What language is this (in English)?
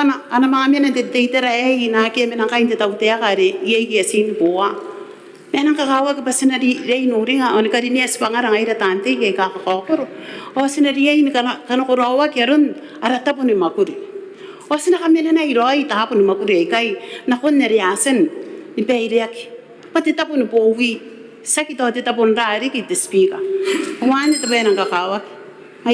Gilbertese